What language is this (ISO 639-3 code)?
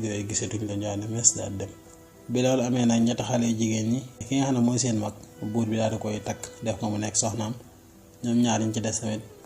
wol